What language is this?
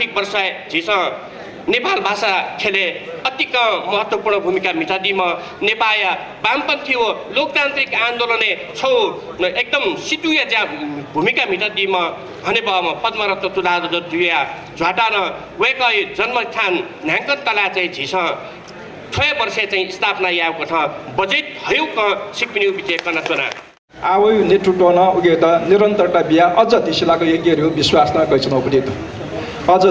Newari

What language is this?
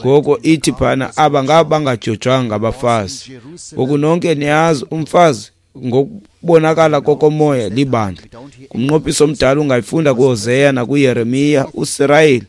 Xhosa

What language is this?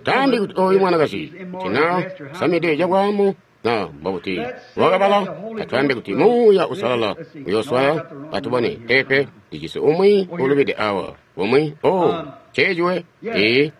Tonga (Zambia)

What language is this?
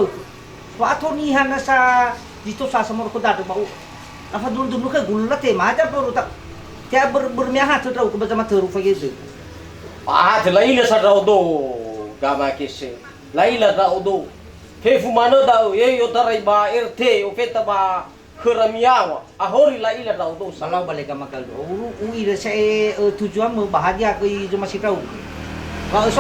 Nias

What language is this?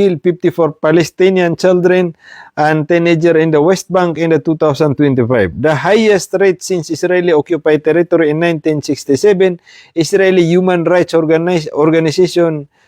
Maranao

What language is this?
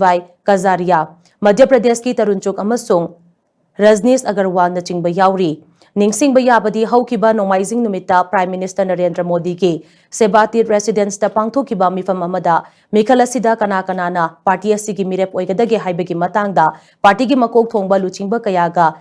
Manipuri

